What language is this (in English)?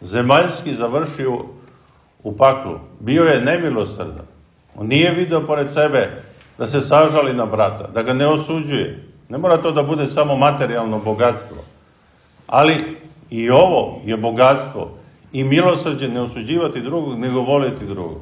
Serbian